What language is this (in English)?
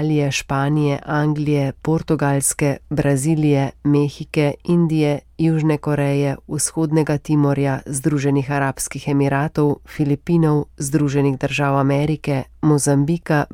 Slovenian